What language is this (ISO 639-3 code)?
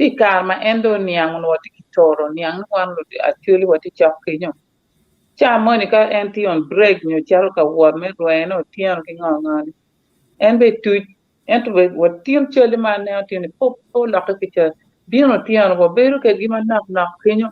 ach